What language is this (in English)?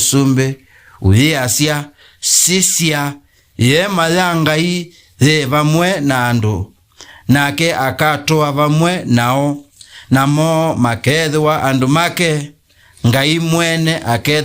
Kamba